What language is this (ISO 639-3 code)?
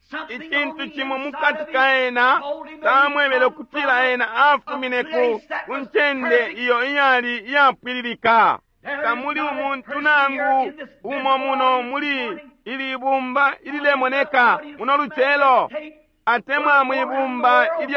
bem